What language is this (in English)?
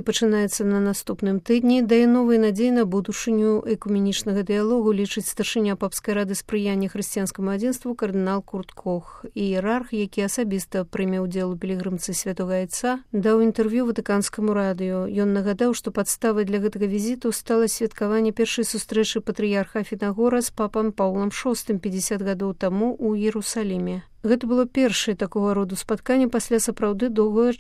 Belarusian